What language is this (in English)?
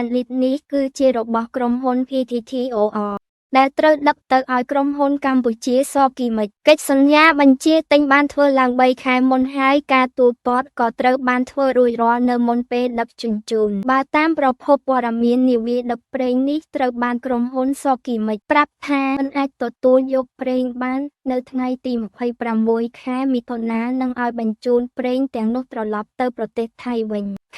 Khmer